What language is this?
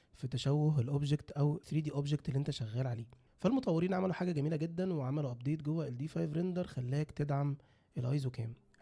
Egyptian Arabic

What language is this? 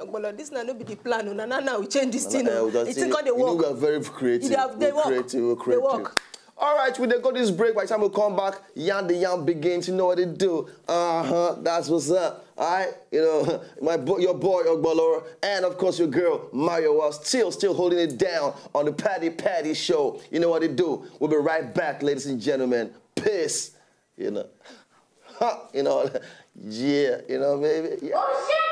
Nigerian Pidgin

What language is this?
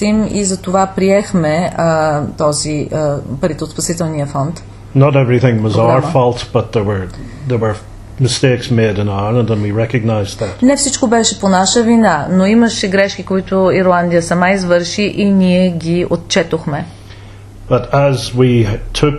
Bulgarian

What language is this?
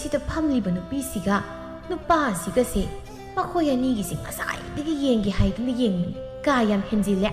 Manipuri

